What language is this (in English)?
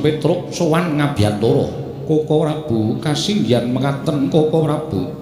Javanese